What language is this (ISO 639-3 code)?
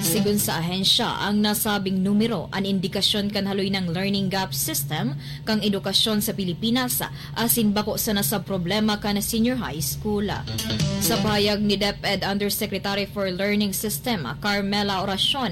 bik